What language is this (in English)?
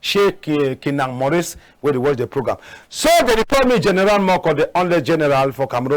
Cameroon Pidgin